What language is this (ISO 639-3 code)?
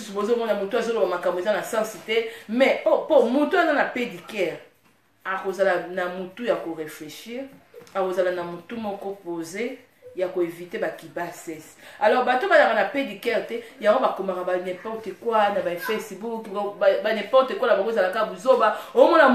lin